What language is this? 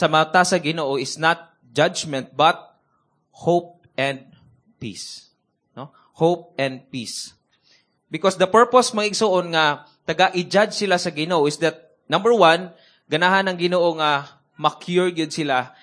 Cebuano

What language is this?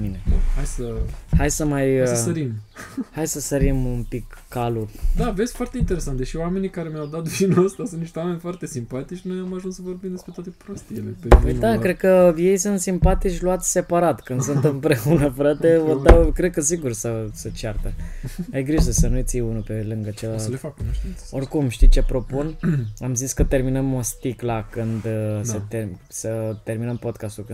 Romanian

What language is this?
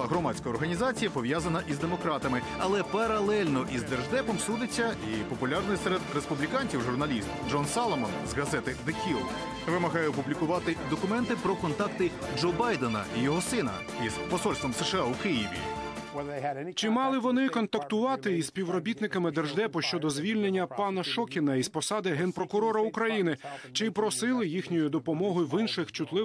Ukrainian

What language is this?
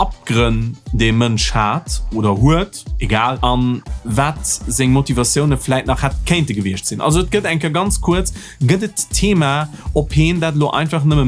Luxembourgish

